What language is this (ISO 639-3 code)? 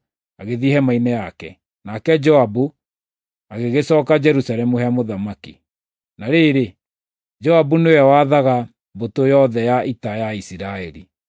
kik